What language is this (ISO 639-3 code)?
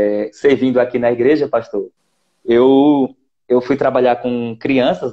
por